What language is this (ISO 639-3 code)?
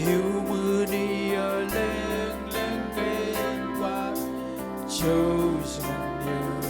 mah